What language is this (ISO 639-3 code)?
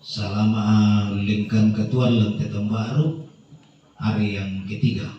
sda